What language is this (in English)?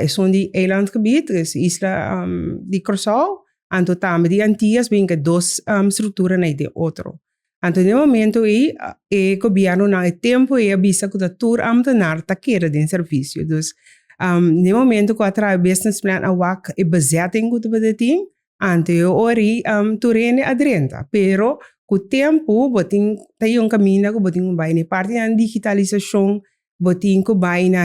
Papiamento